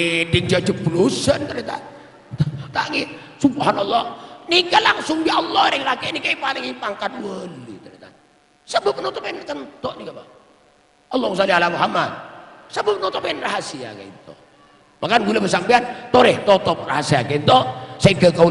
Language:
Madurese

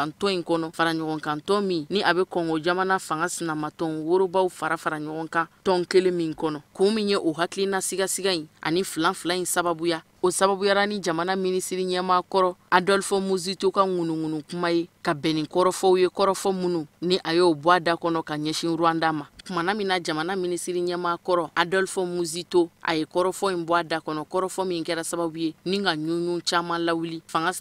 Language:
Bambara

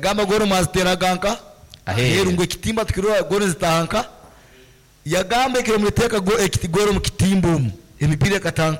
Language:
Nyankole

